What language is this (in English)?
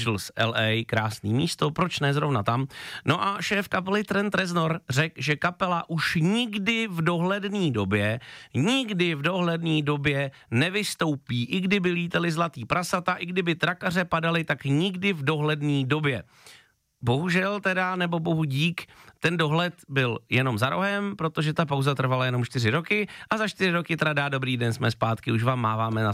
Czech